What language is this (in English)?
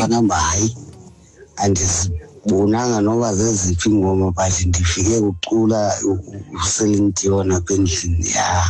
Xhosa